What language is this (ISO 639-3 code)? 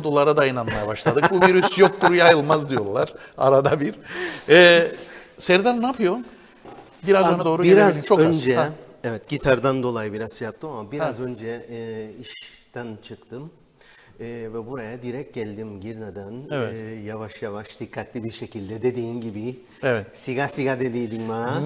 tur